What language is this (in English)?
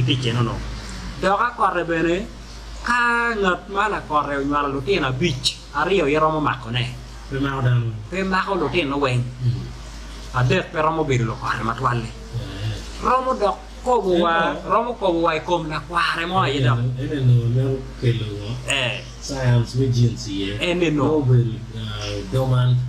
Acoli